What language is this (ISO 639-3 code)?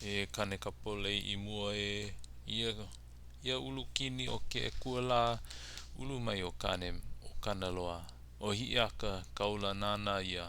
haw